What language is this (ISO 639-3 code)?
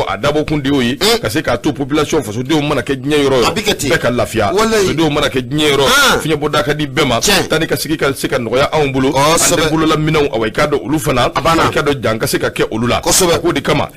bam